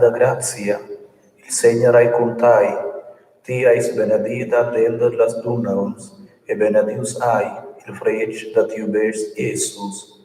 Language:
Romansh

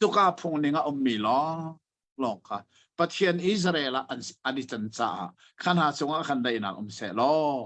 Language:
Hakha Chin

